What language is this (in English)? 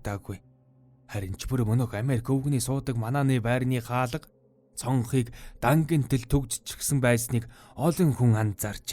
Mongolian